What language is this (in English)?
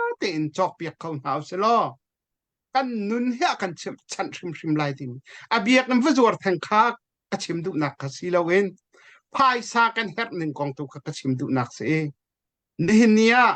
Hakha Chin